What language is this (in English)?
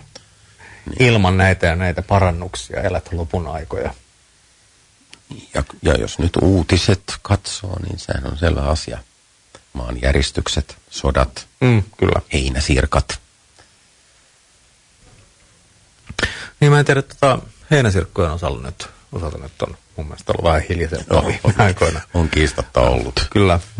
Finnish